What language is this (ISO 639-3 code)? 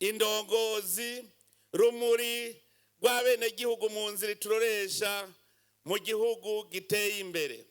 run